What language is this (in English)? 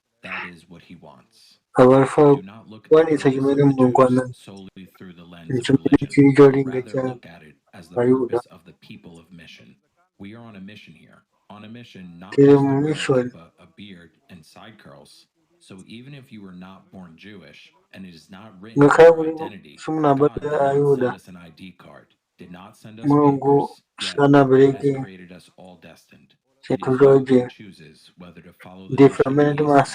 Nyanja